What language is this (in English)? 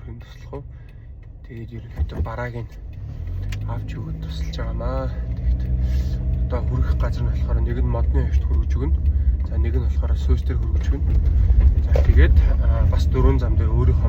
Mongolian